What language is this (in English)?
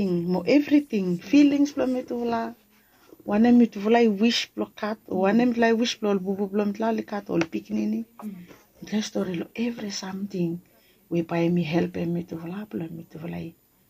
Bislama